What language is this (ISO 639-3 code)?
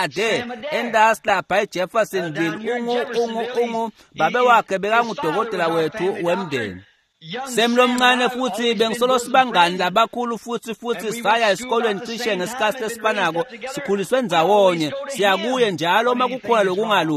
ssw